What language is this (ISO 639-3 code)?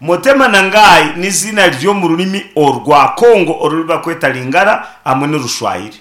nyn